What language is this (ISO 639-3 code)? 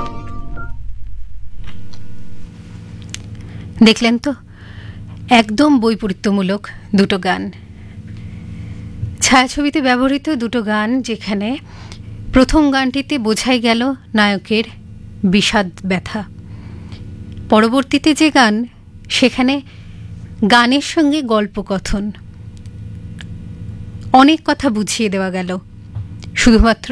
ben